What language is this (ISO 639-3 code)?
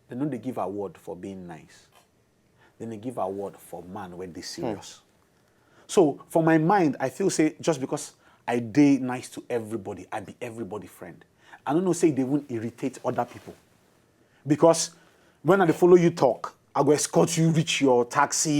pcm